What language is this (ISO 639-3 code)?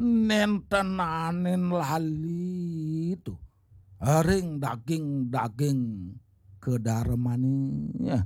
ban